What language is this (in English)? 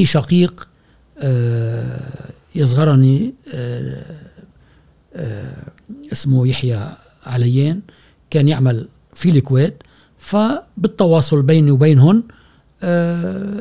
Gulf Arabic